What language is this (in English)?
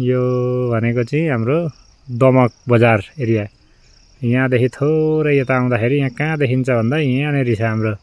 Nepali